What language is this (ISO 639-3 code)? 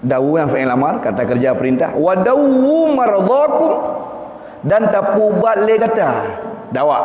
ace